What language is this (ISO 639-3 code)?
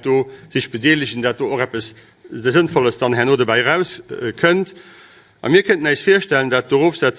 ltz